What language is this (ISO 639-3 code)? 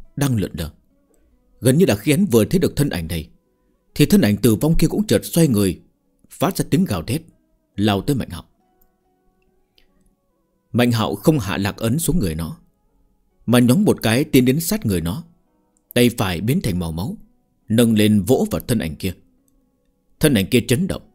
vie